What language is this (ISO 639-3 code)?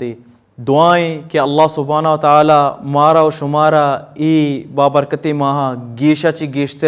bal